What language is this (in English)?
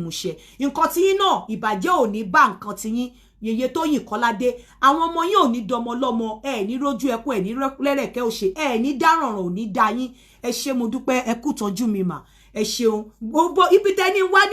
Yoruba